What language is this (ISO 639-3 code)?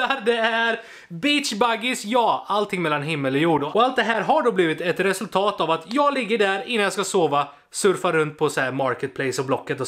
swe